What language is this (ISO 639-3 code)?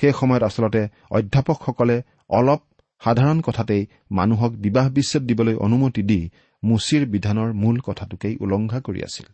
asm